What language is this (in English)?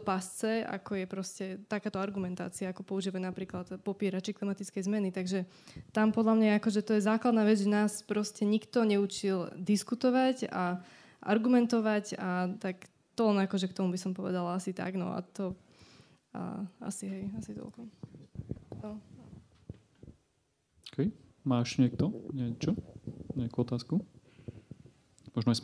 Slovak